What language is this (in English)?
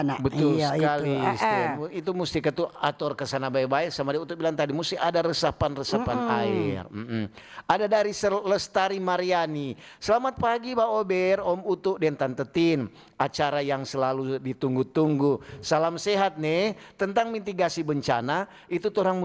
Manado Malay